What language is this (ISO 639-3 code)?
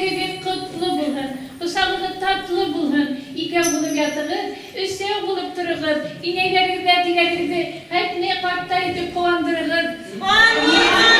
bak